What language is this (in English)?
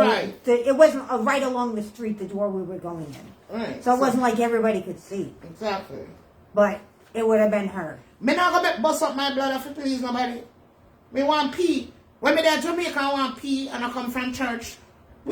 Jamaican Creole English